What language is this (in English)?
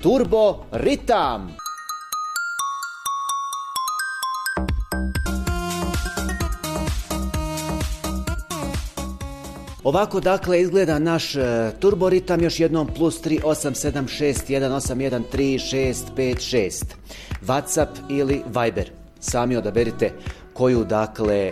Bosnian